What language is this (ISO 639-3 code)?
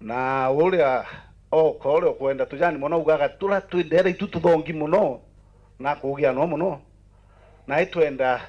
mer